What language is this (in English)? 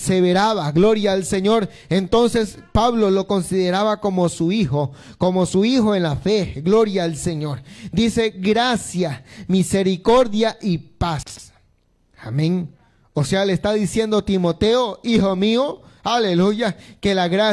Spanish